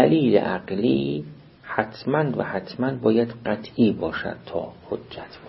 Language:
Persian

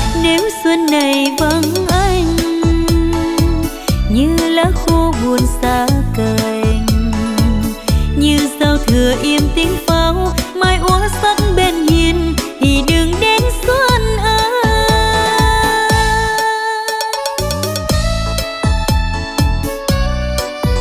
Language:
Vietnamese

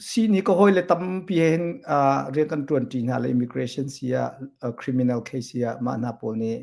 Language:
Hakha Chin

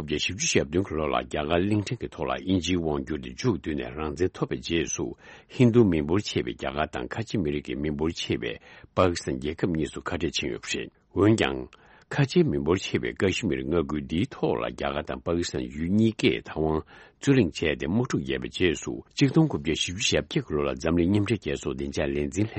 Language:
Tibetan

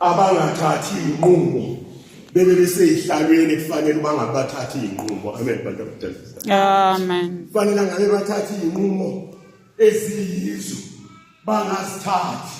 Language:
Zulu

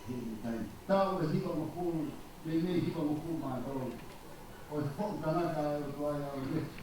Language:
Tongan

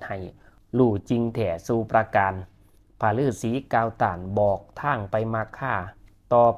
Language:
Northeastern Thai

